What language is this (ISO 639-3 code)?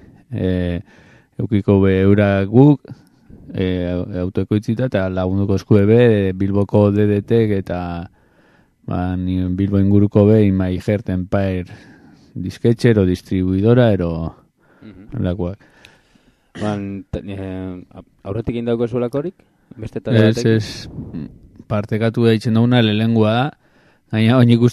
eus